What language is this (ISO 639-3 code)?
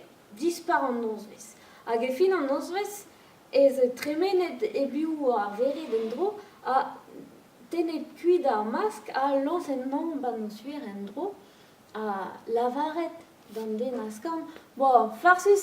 bre